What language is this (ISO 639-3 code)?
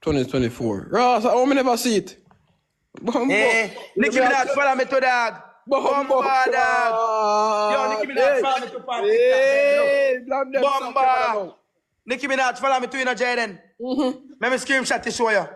jam